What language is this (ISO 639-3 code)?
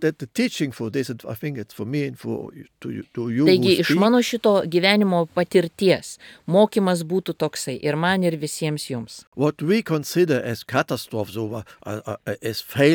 lit